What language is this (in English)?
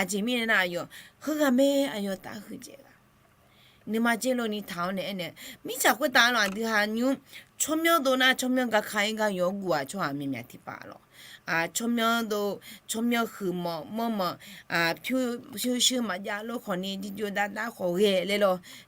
Akha